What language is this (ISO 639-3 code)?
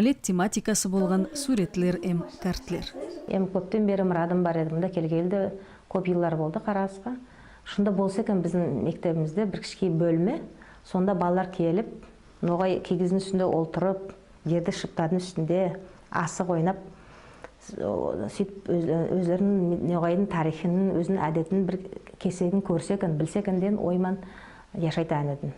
nog